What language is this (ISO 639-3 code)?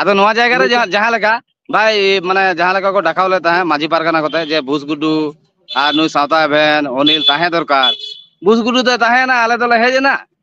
sat